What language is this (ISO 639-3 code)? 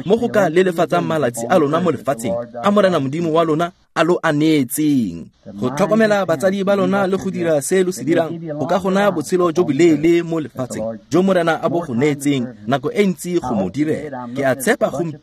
tsn